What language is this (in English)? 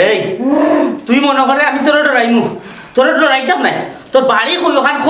Sylheti